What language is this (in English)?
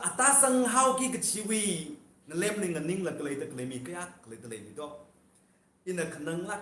Tangkhul Naga (India)